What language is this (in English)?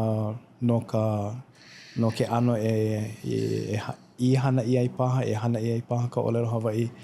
Hawaiian